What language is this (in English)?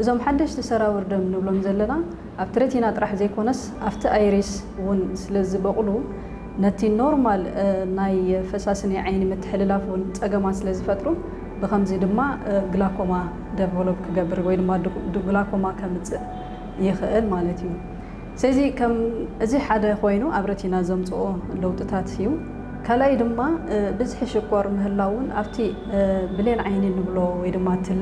Tigrinya